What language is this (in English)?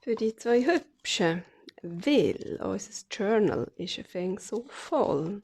Swiss German